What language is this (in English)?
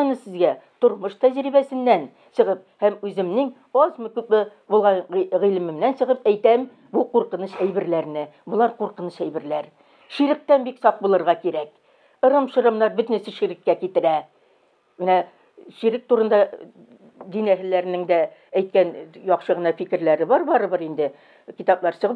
Tatar